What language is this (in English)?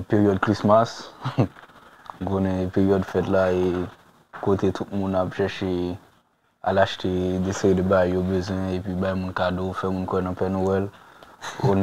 Haitian Creole